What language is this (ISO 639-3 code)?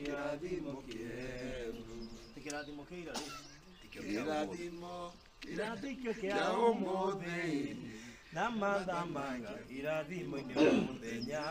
kik